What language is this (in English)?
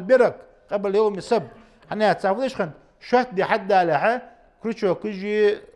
Ingush